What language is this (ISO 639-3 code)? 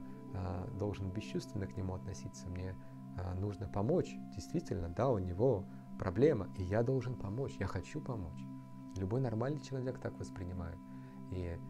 rus